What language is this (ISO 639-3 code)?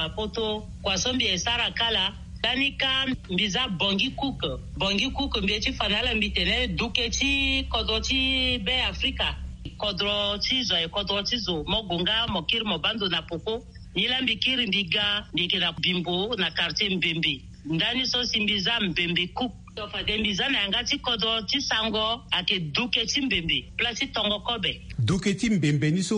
sag